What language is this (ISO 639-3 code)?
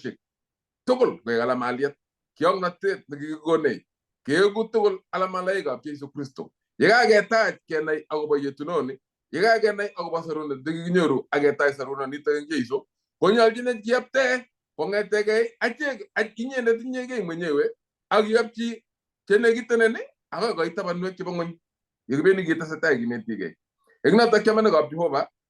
kln